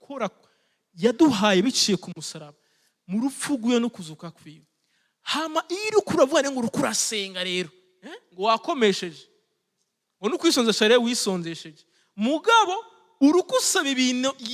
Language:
Rundi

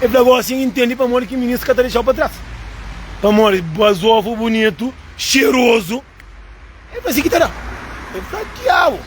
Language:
Kabuverdianu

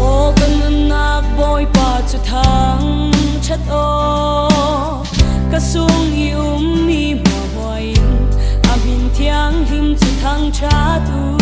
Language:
Falam Chin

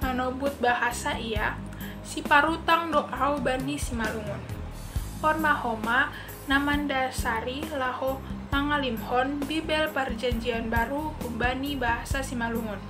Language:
Batak Simalungun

